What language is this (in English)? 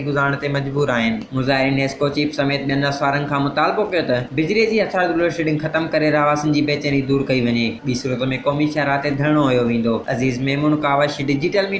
Sindhi